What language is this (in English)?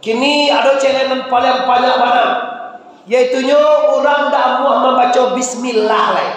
Minangkabau